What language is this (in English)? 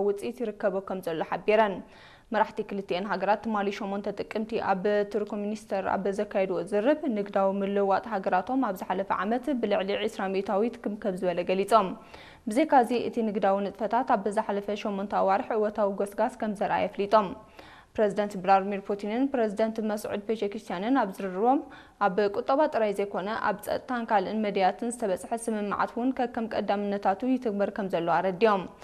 Tigrinya